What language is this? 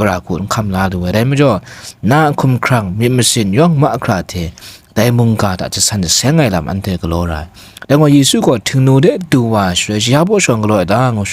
Kachin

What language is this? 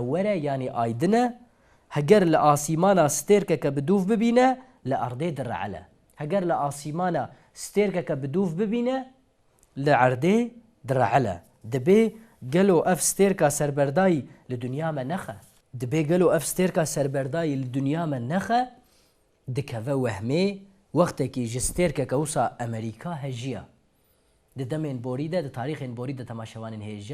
Kurdish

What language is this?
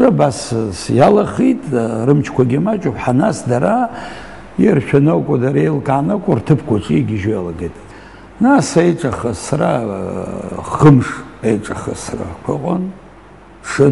Abkhazian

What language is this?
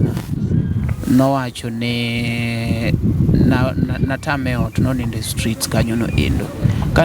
Luo (Kenya and Tanzania)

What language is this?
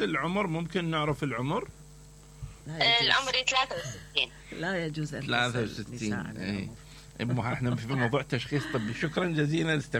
Mesopotamian Arabic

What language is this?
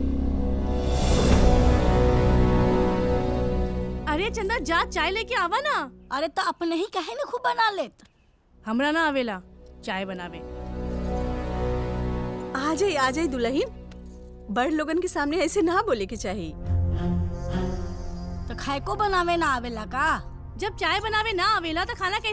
Bhojpuri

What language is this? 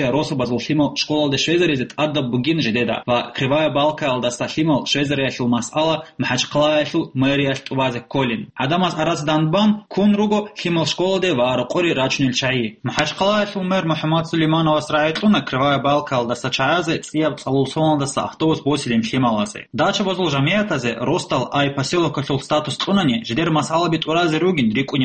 Avaric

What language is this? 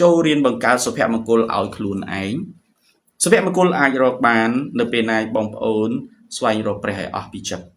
Khmer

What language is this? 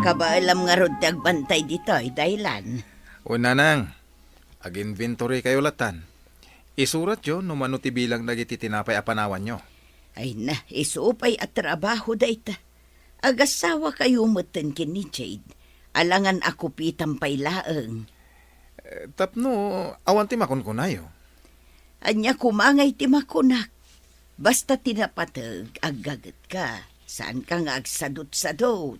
Iloko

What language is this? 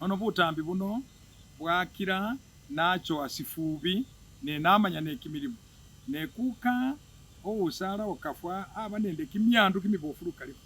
Masaaba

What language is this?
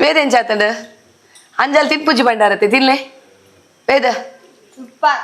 Tulu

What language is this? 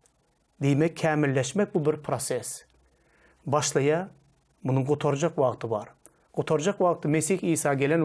Turkmen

